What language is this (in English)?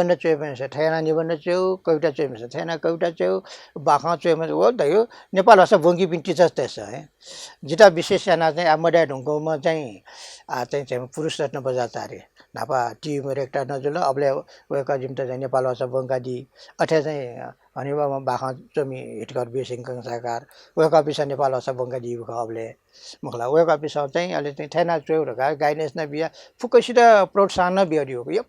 Newari